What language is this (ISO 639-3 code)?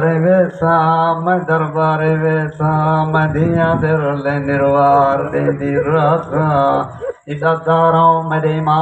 skr